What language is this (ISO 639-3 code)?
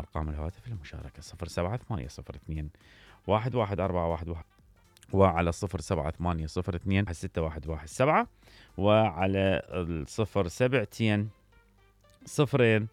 acm